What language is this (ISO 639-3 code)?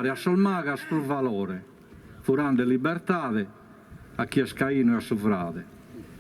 srd